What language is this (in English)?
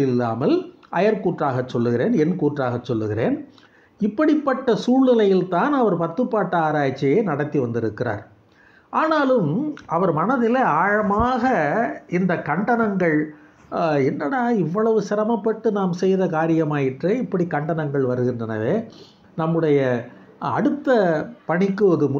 Tamil